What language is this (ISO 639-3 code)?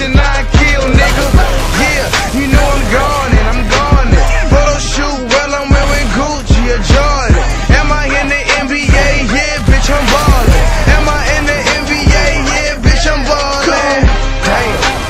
eng